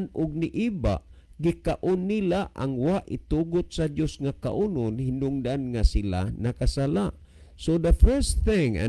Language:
Cebuano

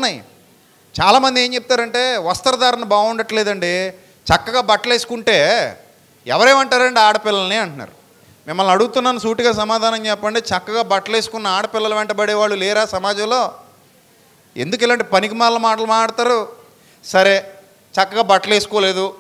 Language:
Telugu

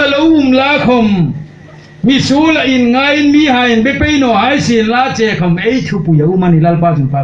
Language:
Hmar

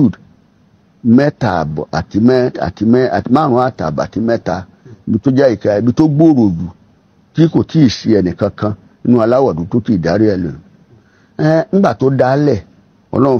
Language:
Yoruba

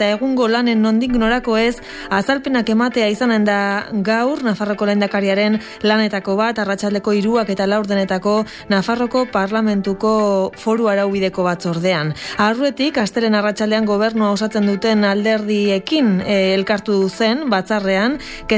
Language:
Basque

